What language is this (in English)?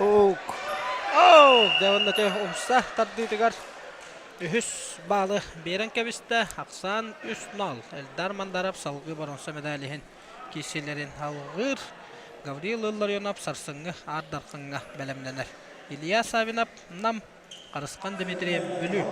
Yakut